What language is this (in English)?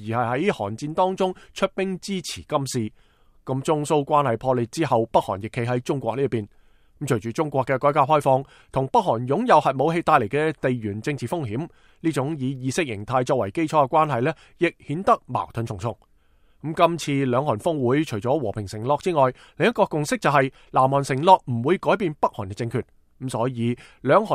Cantonese